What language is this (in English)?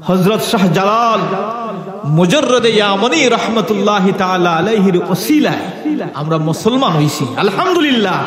Sylheti